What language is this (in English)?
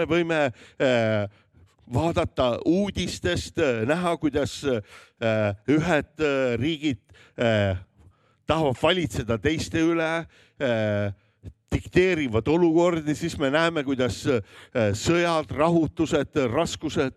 Estonian